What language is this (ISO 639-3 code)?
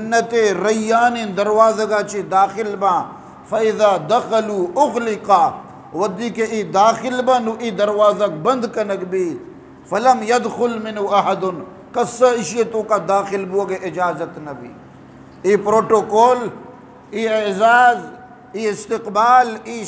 bgp